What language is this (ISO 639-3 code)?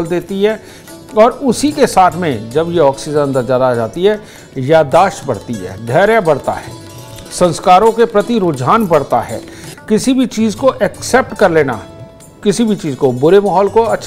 hin